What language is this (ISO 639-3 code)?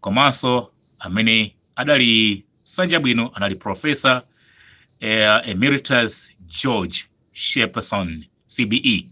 nya